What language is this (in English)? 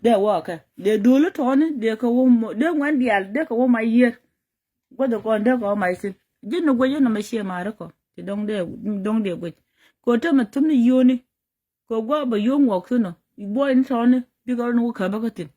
Nuer